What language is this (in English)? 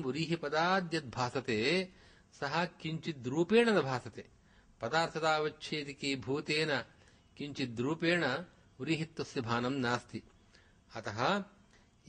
Sanskrit